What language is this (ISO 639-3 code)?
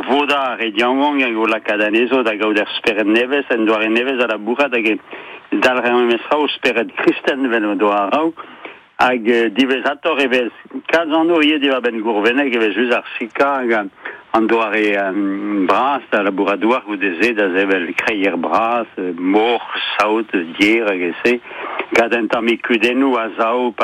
bre